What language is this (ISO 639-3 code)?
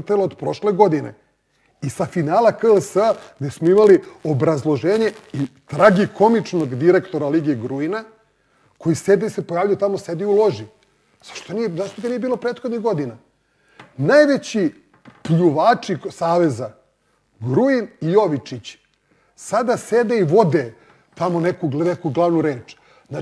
srp